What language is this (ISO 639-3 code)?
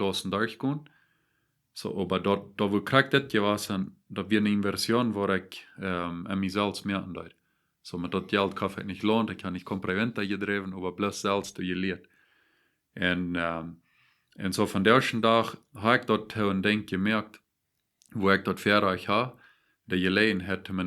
pdt